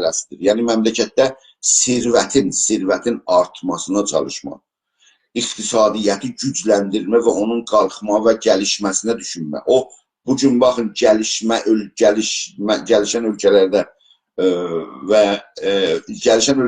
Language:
South Azerbaijani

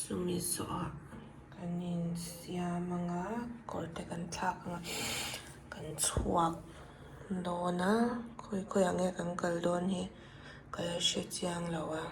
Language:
Mizo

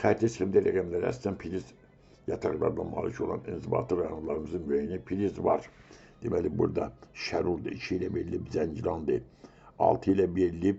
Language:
Azerbaijani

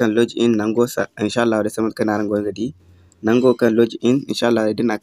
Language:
Zarma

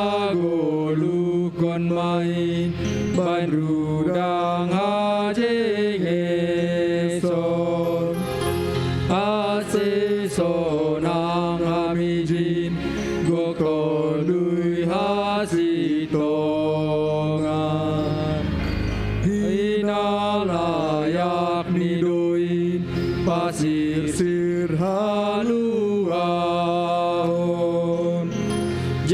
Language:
Batak Simalungun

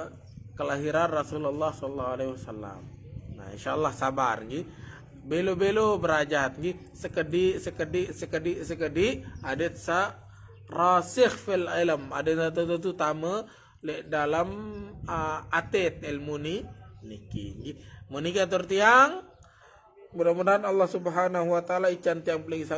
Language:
Sasak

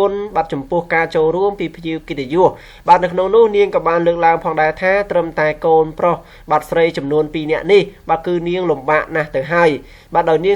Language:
Khmer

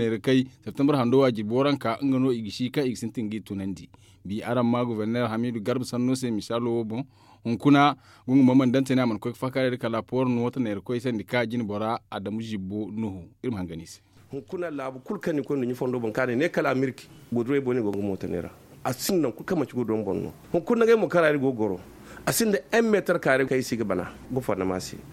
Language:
Zarma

